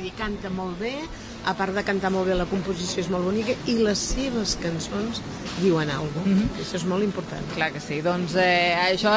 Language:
Catalan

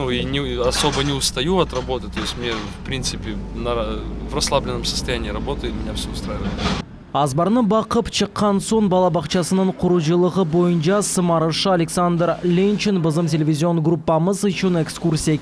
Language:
Crimean Tatar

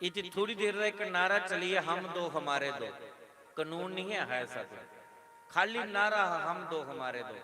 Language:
Dogri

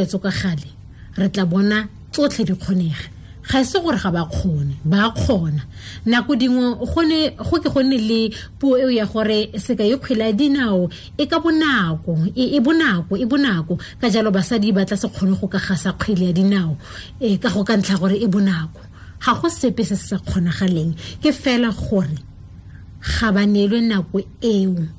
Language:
Tswana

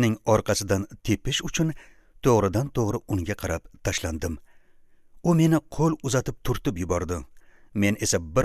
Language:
Uzbek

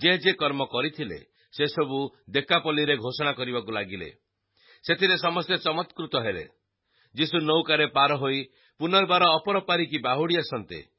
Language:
Odia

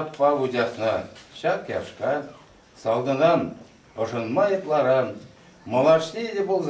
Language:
Chuvash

